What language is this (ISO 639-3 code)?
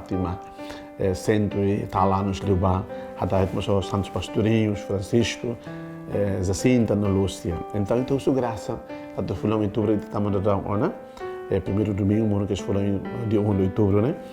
tet